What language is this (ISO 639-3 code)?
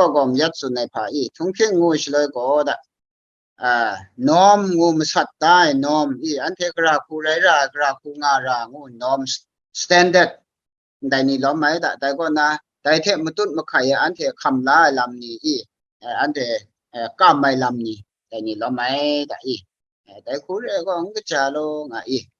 kac